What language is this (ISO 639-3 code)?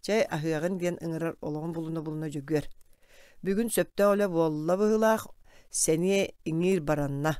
sah